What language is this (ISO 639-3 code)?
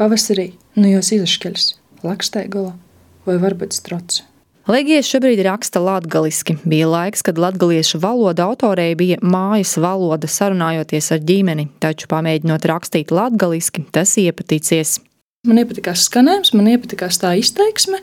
lav